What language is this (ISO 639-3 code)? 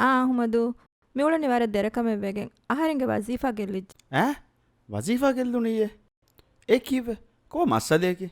div